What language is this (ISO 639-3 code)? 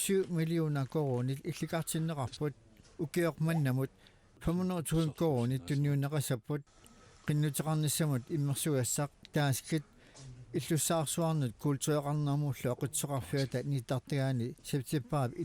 kal